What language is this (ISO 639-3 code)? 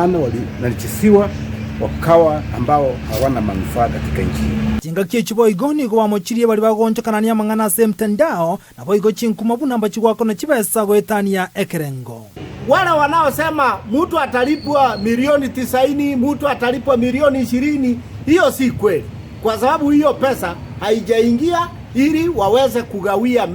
guz